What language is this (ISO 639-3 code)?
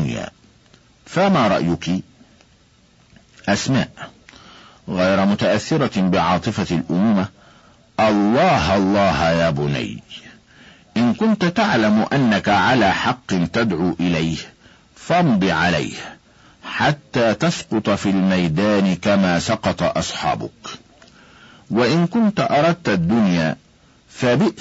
ara